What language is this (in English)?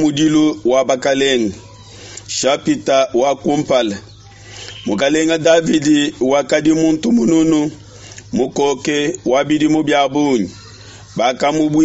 Luba-Lulua